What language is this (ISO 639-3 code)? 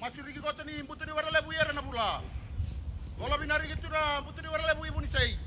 fij